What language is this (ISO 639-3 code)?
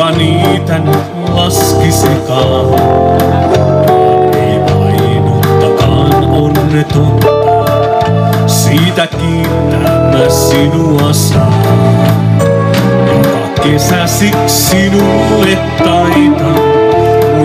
fin